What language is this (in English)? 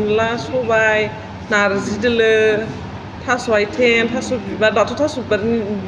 Bodo